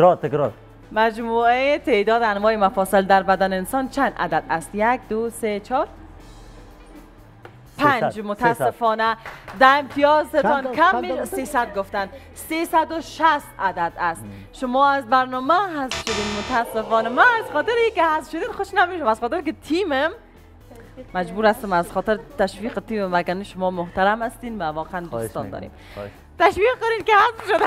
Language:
Persian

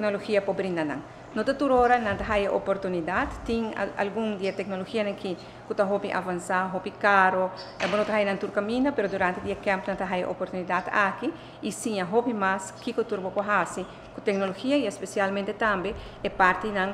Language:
Papiamento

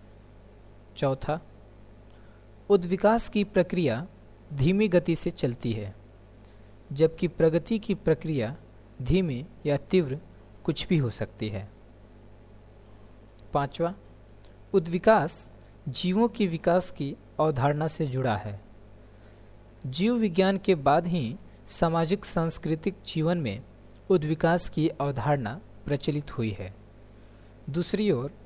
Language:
Hindi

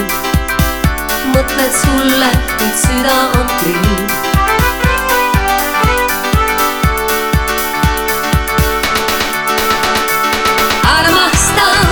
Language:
Estonian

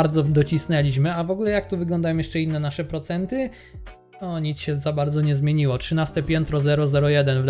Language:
Polish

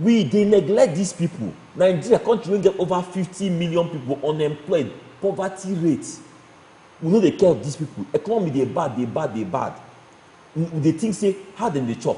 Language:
Nigerian Pidgin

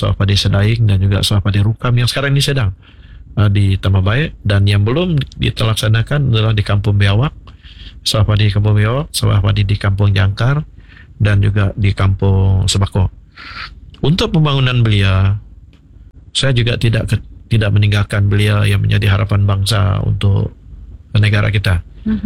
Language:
Malay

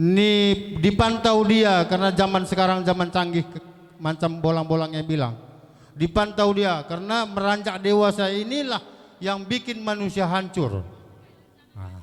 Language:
Batak Karo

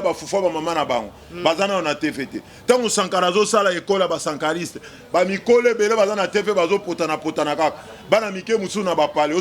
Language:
Lingala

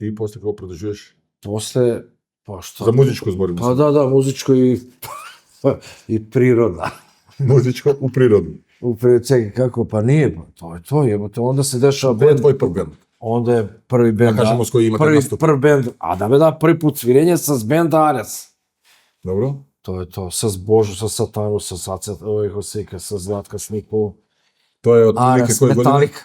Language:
Macedonian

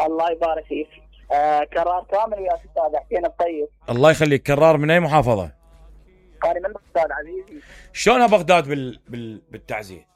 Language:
Mesopotamian Arabic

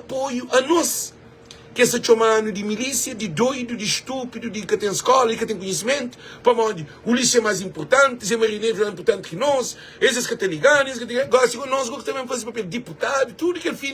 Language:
Kabuverdianu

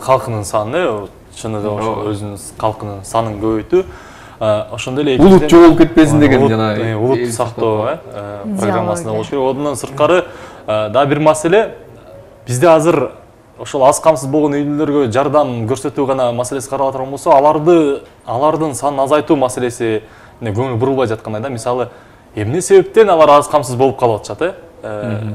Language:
Kyrgyz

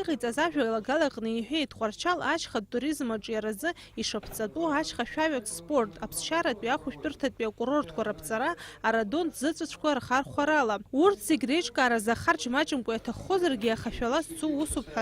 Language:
Abkhazian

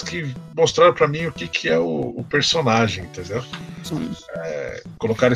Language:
Portuguese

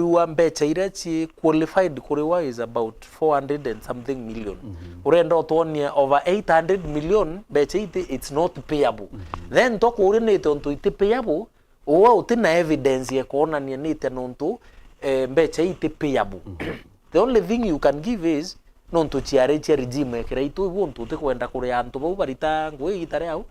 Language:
Meru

